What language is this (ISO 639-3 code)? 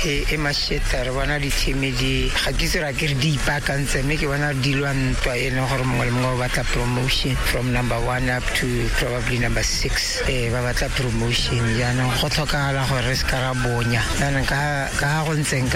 tsn